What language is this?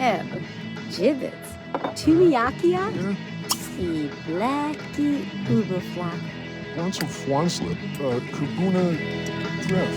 Bavarian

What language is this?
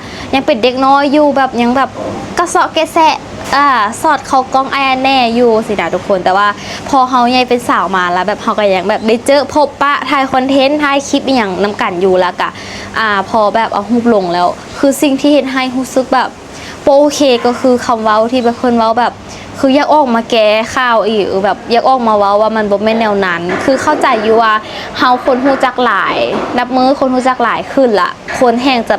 Lao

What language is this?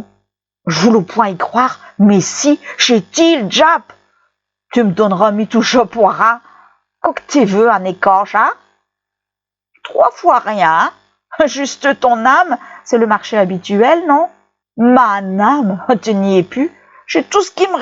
Picard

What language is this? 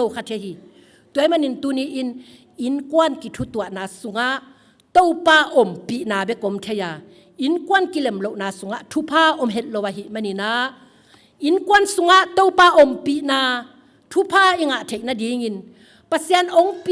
Tedim Chin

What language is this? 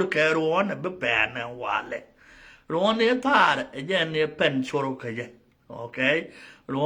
Nuer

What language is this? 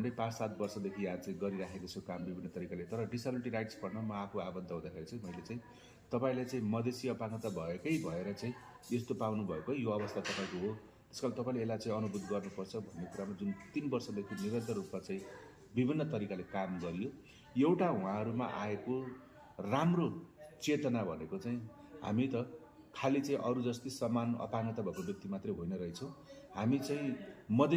Nepali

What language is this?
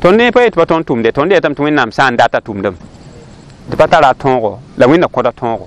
Mossi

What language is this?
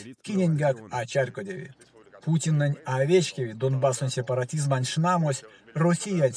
Erzya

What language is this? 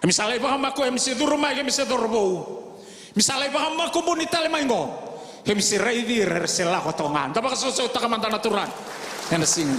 Fijian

